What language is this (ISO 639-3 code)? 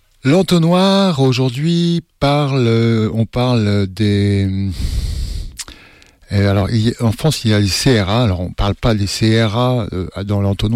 fra